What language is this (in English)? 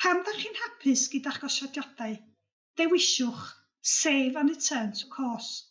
Welsh